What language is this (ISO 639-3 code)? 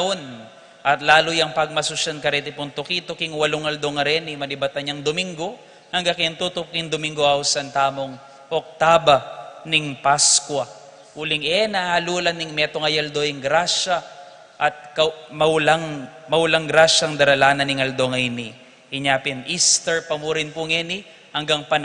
pam